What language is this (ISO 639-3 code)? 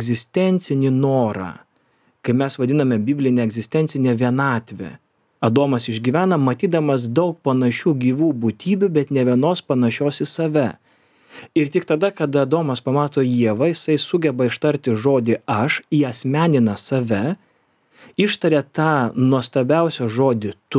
lit